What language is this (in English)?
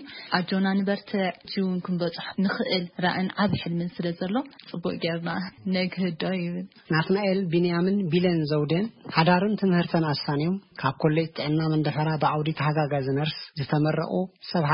Tigrinya